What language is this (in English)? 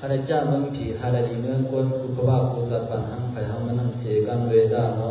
Shan